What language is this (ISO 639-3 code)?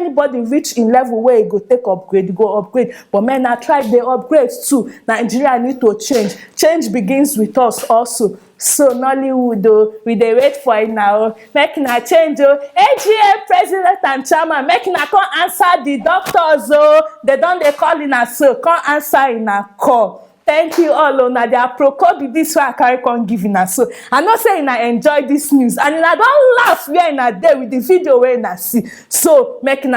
pcm